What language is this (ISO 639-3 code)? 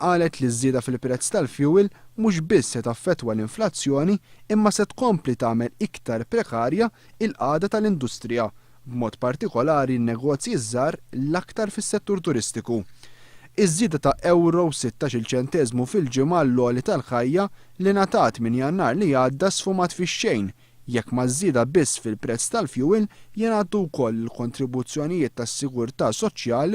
mlt